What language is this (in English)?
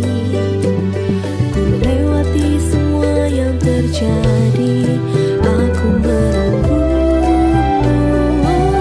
Indonesian